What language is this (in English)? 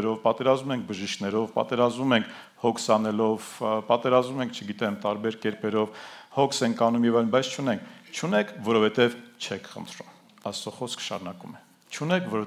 Armenian